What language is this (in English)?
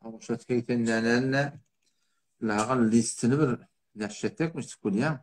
Turkmen